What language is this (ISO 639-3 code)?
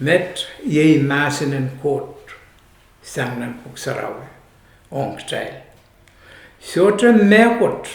pon